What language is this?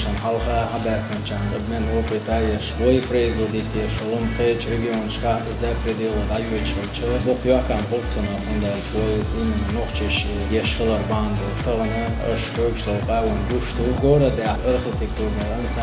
Chechen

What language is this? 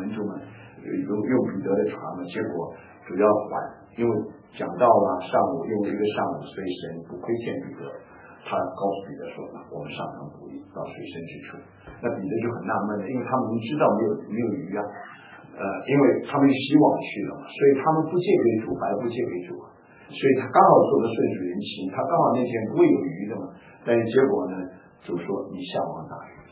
Chinese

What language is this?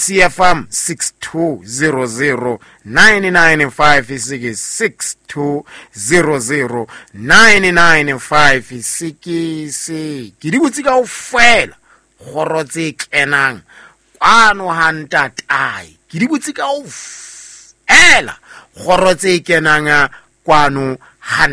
Southern Sotho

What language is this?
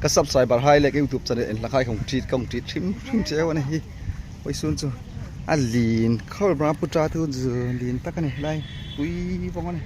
Hmar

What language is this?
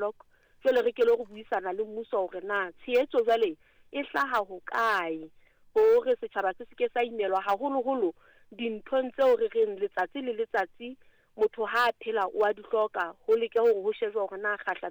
Southern Sotho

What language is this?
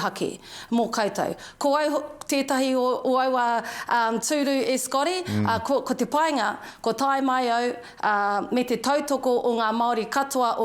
Māori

